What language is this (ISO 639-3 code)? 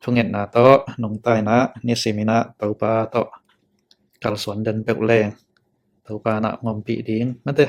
ctd